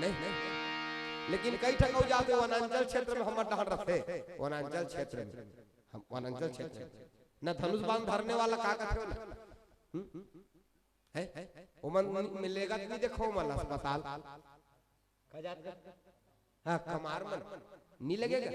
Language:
Chhattisgarhi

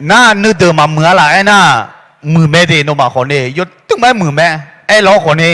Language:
Akha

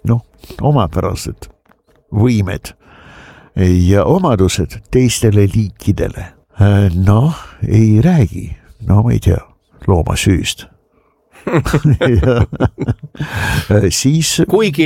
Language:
Estonian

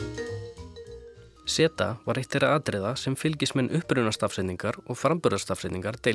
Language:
Icelandic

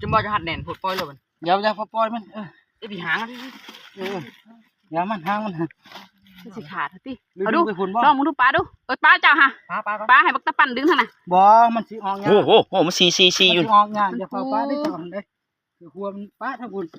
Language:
Lao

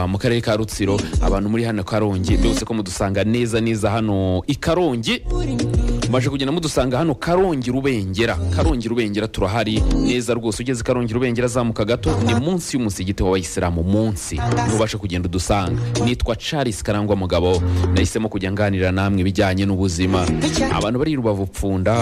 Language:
Kinyarwanda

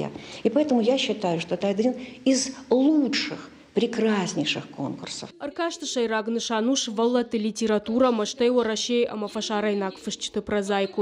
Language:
Ossetic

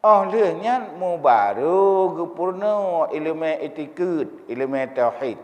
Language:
Achinese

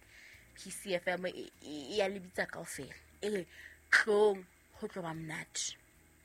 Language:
Southern Sotho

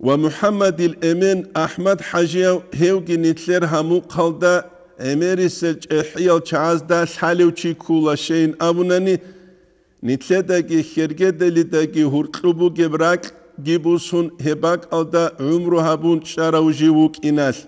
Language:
Avaric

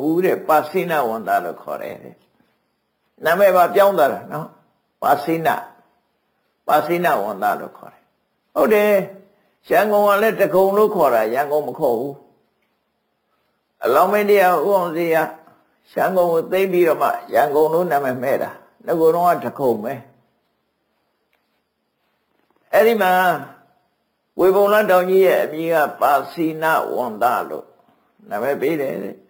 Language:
Burmese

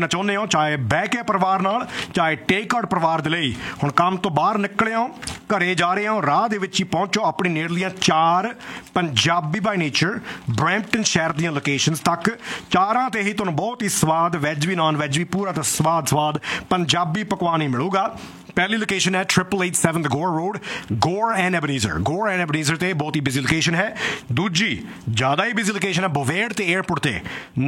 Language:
Punjabi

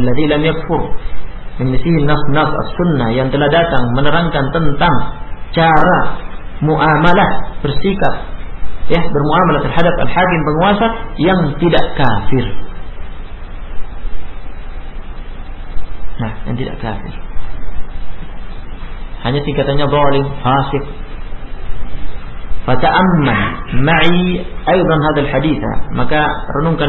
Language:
Indonesian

